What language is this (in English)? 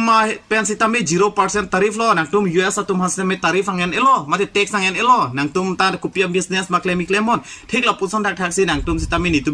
Karbi